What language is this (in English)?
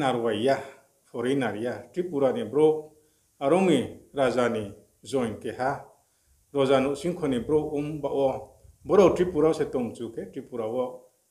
Riang (India)